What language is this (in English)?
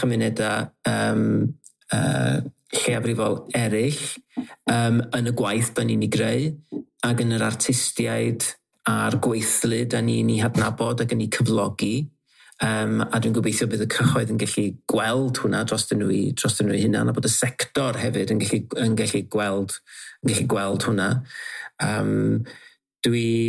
Welsh